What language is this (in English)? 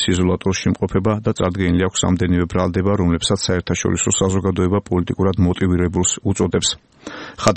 Georgian